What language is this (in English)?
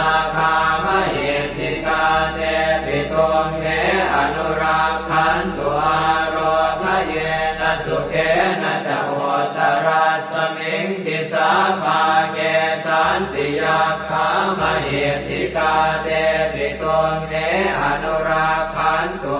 Pali